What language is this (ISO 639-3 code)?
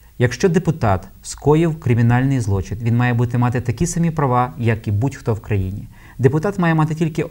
ukr